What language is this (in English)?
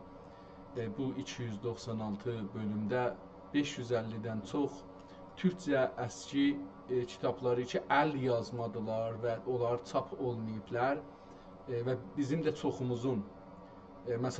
South Azerbaijani